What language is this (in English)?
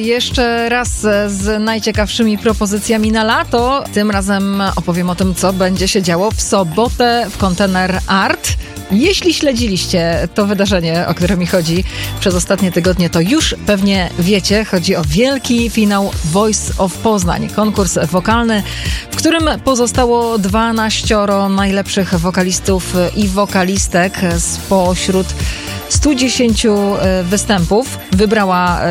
Polish